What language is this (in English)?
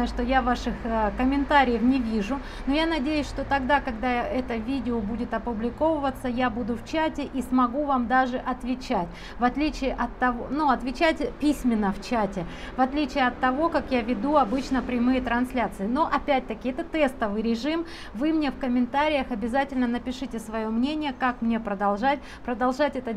Russian